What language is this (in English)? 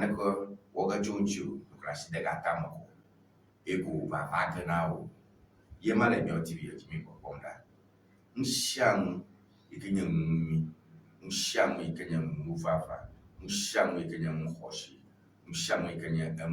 Ewe